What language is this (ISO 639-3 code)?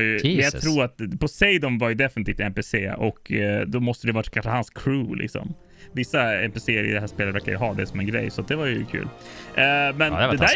swe